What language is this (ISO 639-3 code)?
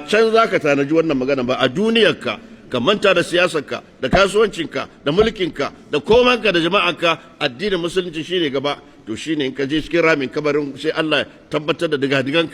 hau